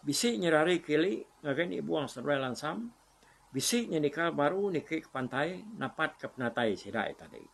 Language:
Iban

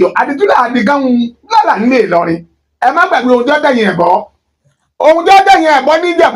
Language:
Yoruba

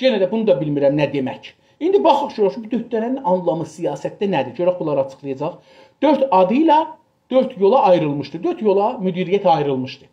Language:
South Azerbaijani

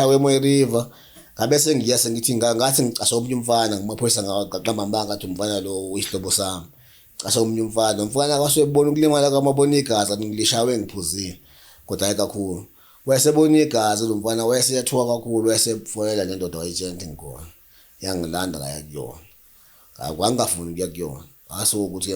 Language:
Zulu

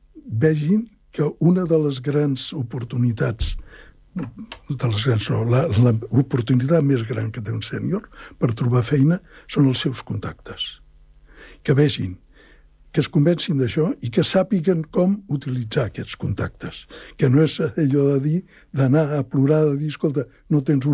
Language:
Catalan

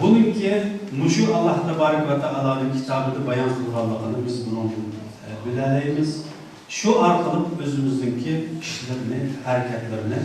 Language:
Uyghur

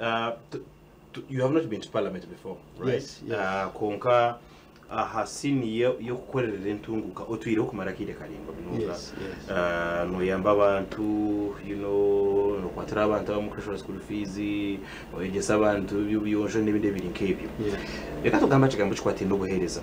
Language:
Nyankole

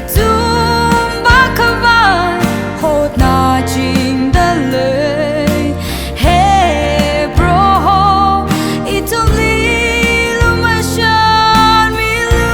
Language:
Tangkhul Naga (India)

